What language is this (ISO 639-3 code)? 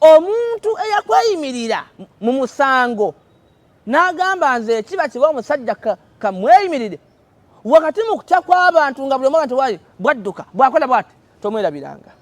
lug